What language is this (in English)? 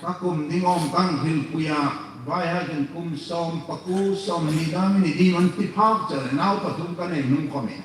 Hmar